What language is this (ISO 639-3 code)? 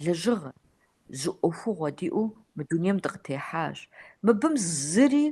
kbd